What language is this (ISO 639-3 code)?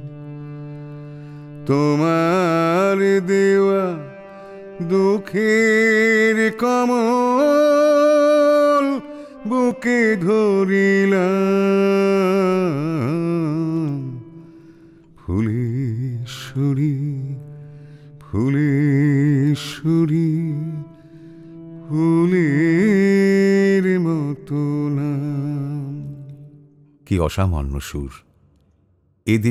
ben